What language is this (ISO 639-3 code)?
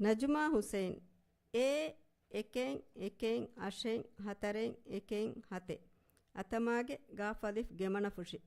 div